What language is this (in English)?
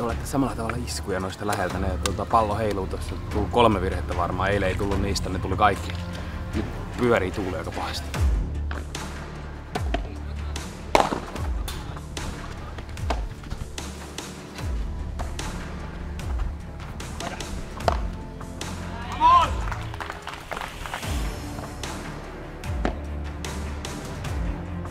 Finnish